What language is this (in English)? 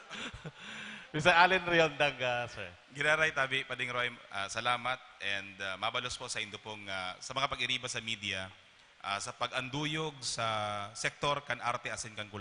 Bikol